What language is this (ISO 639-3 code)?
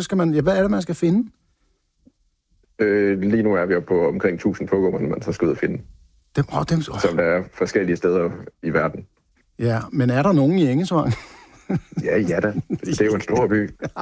dan